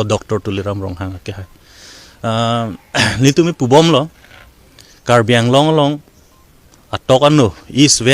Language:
Karbi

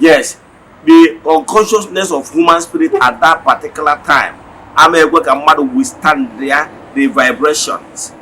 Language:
Igbo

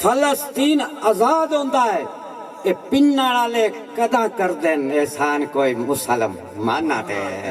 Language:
Saraiki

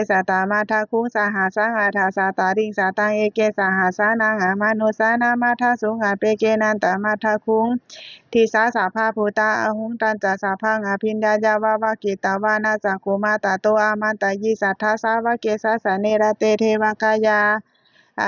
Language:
Pali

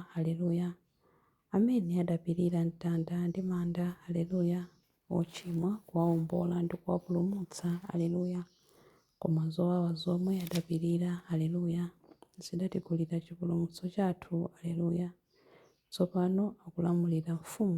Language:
Nyanja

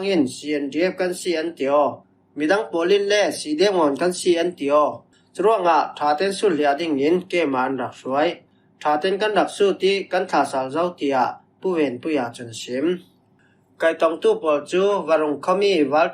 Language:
Falam Chin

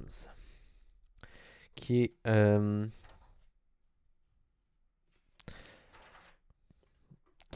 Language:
French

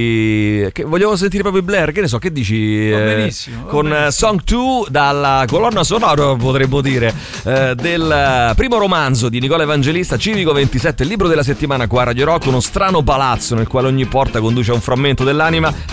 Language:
Italian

